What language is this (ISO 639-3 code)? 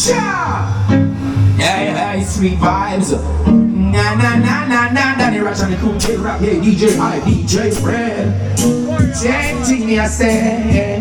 jam